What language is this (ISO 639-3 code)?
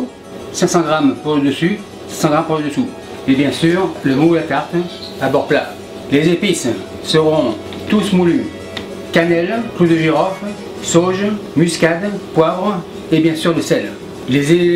fra